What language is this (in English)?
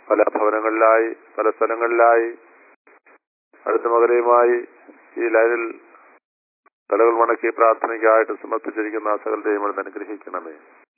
Malayalam